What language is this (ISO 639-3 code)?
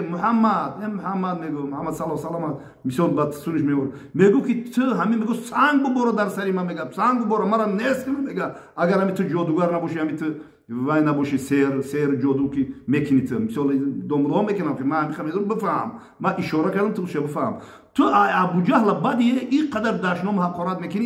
tgk